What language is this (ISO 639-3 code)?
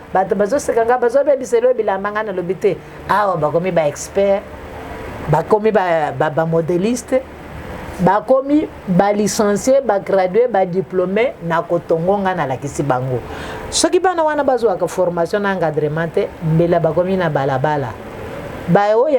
lin